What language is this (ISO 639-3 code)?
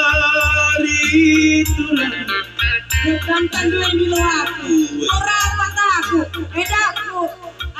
btx